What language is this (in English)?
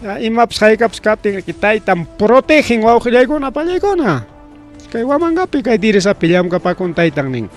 Ayacucho Quechua